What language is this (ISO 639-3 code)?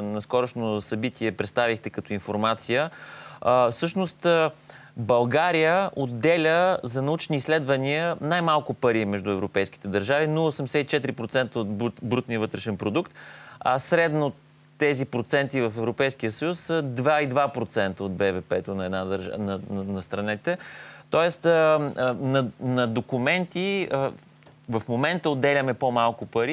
bul